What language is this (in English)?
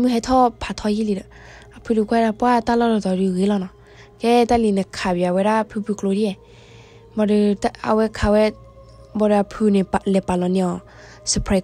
S'gaw Karen